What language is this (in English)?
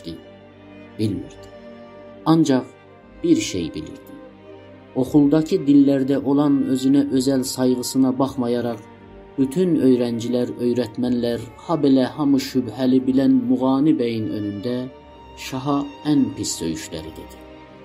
South Azerbaijani